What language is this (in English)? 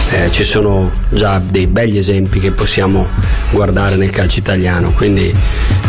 Italian